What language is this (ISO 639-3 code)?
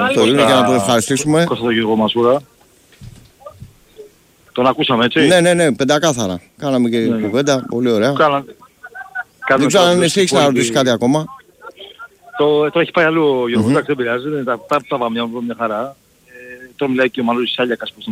ell